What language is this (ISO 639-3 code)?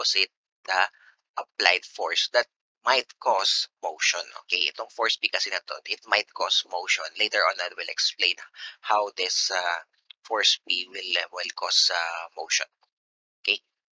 fil